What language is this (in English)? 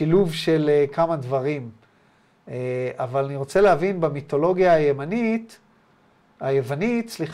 Hebrew